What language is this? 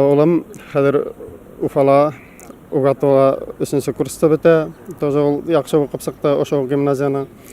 Bashkir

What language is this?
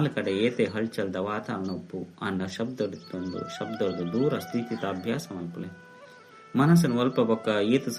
Tulu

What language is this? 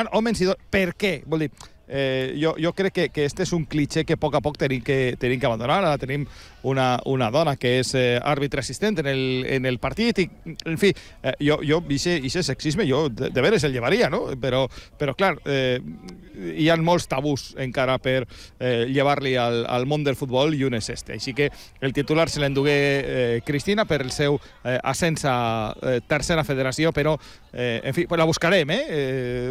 Catalan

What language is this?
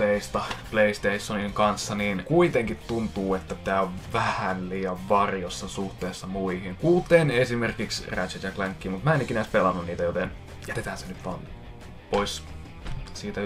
Finnish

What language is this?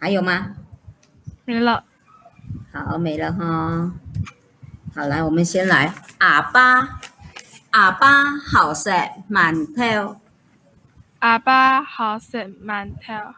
Hakka Chinese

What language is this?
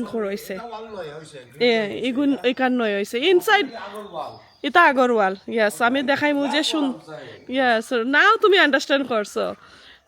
Sylheti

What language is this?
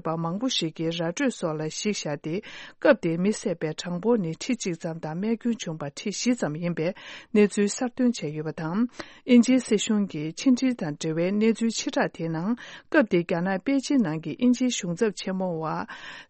Tibetan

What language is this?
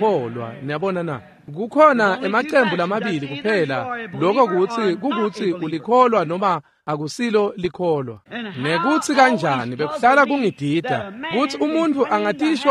Swati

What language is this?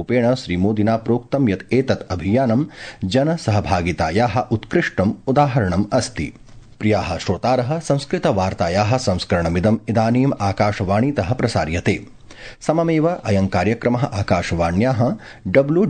Sanskrit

